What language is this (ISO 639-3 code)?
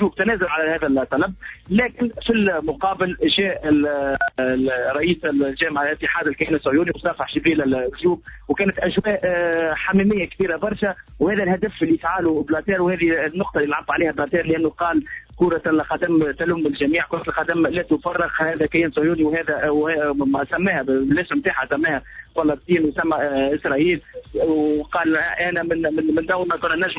aeb